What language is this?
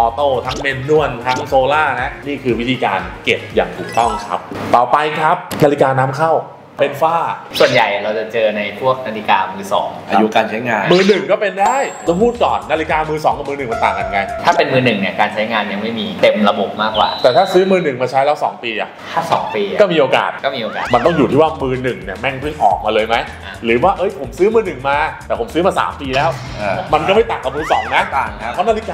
Thai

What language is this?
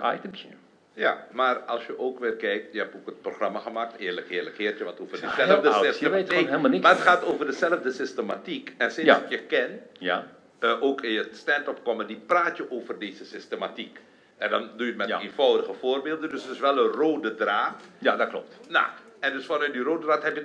Dutch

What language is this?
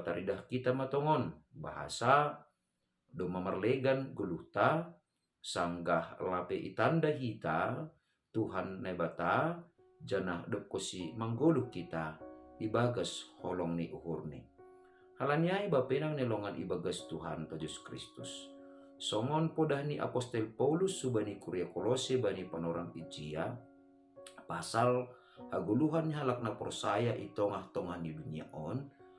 Batak Simalungun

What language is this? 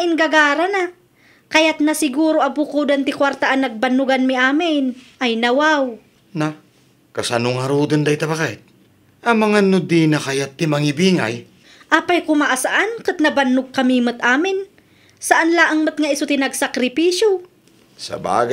Iloko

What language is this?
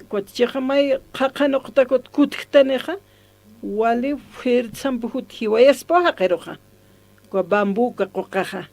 Aymara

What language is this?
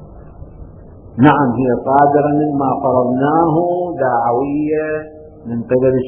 Arabic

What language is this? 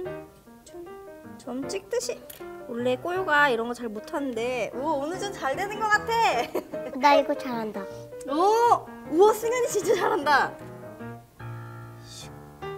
Korean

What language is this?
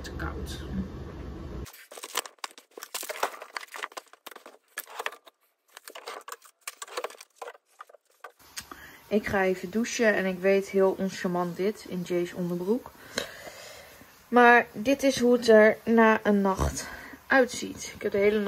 Dutch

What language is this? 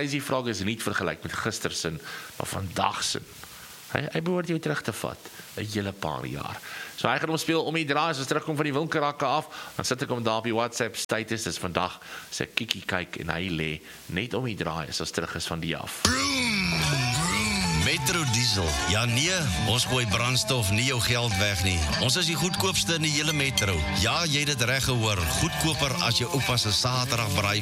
Afrikaans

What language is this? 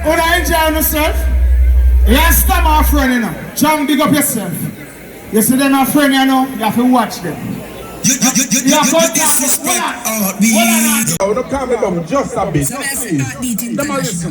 Jamaican Creole English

